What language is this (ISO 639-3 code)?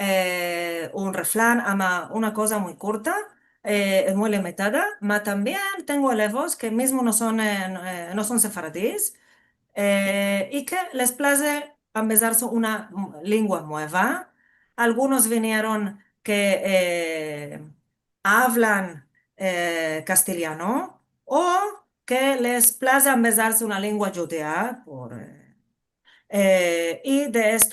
lad